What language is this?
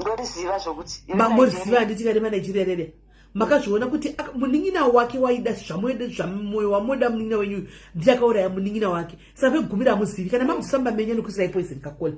Shona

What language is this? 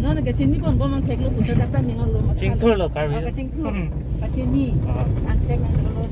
Karbi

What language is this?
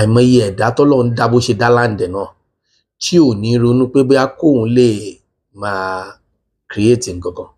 Yoruba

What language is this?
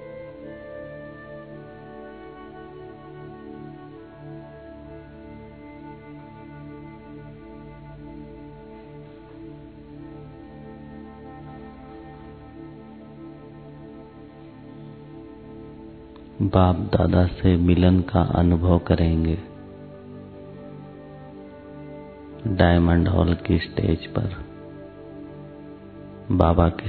Hindi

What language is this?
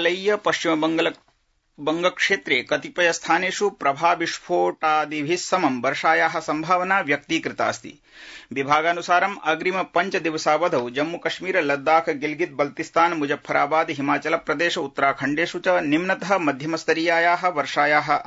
Sanskrit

